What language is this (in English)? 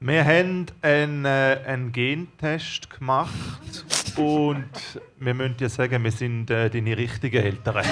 Swiss German